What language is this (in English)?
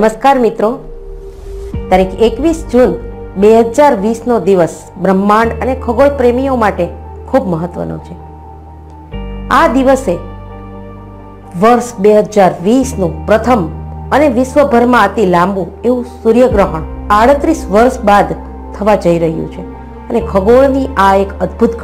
Gujarati